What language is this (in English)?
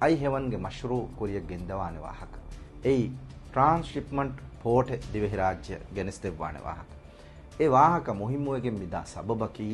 Divehi